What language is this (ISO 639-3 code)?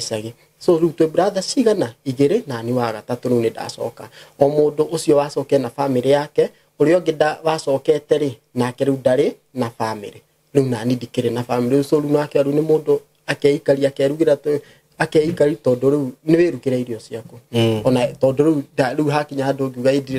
kik